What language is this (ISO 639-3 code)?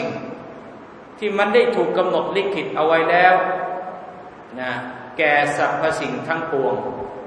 tha